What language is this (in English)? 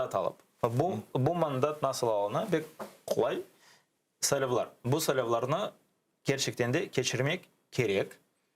Crimean Tatar